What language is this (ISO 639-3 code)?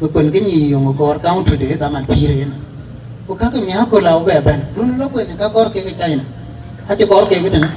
din